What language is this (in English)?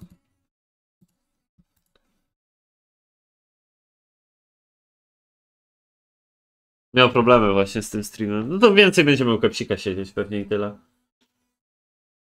Polish